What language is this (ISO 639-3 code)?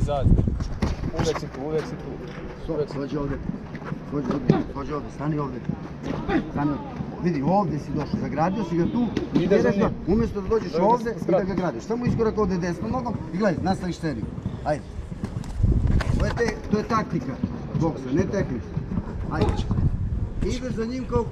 hrv